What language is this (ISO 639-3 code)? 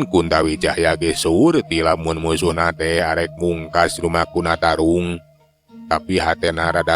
sun